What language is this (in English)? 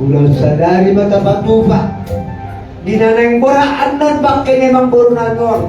Batak Toba